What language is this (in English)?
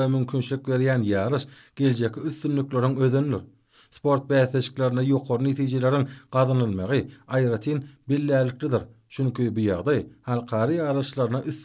Turkmen